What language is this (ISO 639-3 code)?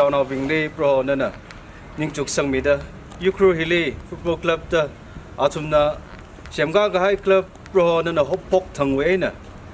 nmf